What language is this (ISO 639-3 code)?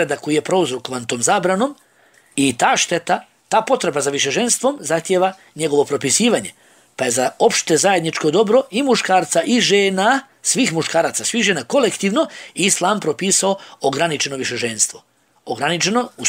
bos